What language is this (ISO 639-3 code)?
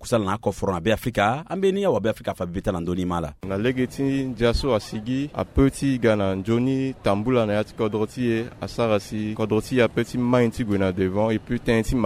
sag